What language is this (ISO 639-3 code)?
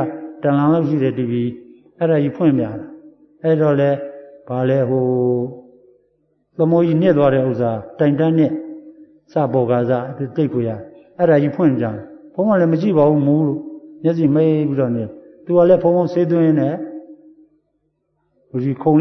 mya